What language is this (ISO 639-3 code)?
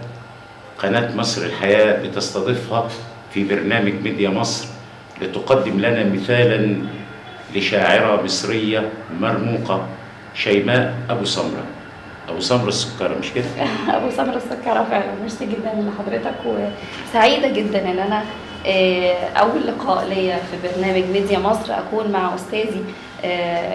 arz